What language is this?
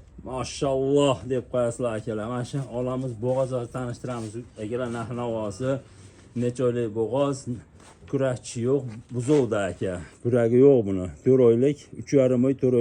Uzbek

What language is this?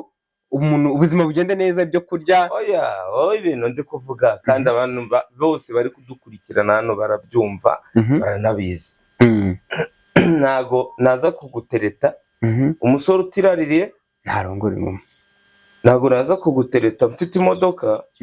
Kinyarwanda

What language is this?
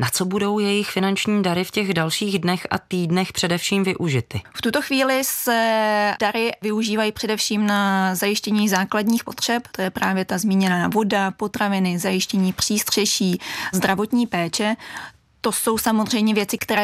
Czech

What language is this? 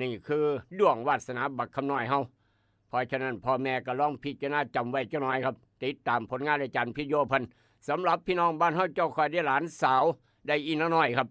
Northeastern Thai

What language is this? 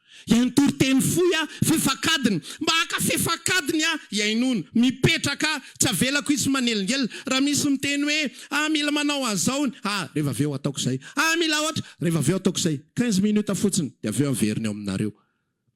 Malagasy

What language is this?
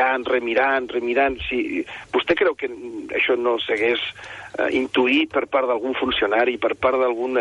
Catalan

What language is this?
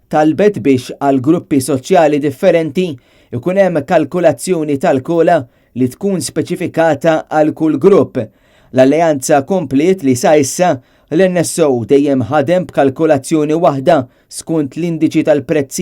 Maltese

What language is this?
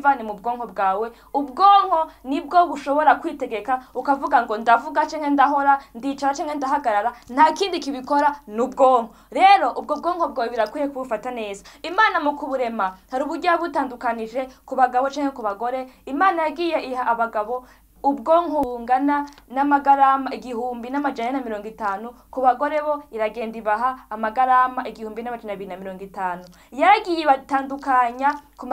Rundi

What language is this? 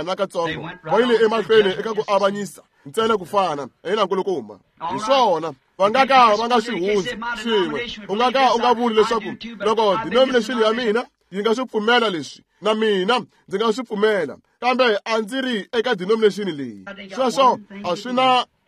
Tsonga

